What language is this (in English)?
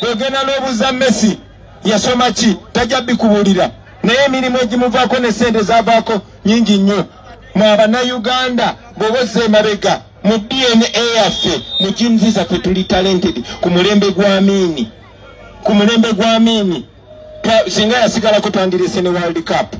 Ganda